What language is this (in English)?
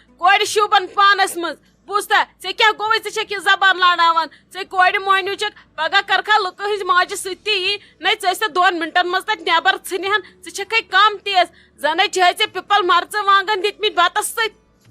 Kashmiri